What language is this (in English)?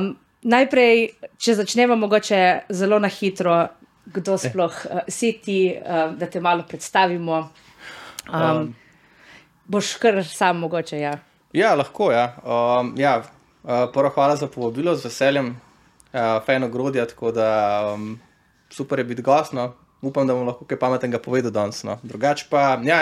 Slovenian